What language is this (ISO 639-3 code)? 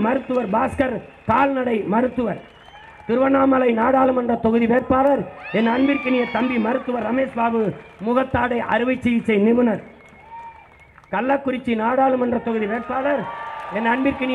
tam